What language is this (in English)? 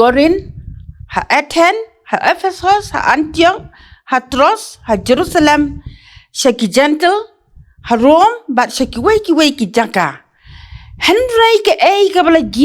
Khasi